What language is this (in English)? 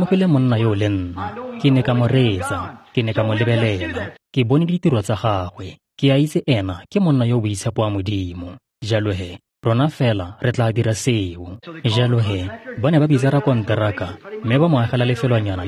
Tswana